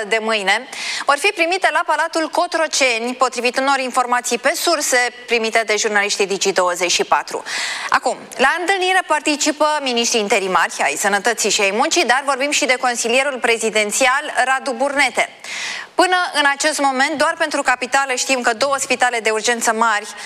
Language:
Romanian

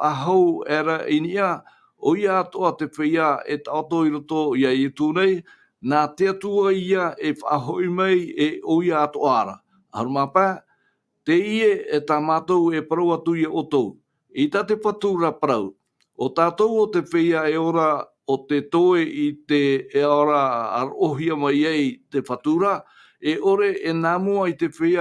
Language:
Tahitian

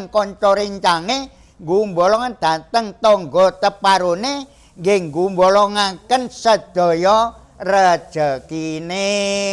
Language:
Javanese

